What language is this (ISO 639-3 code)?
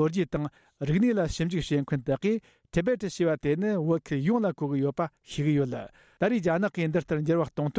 bod